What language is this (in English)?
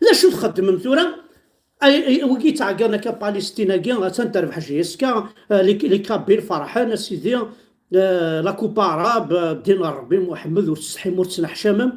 Kabyle